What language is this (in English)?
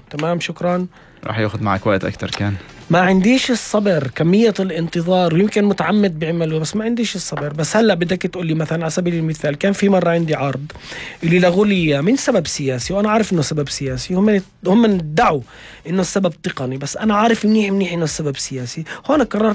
North Levantine Arabic